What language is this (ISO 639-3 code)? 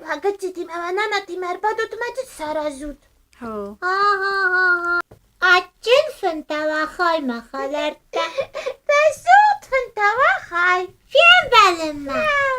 oss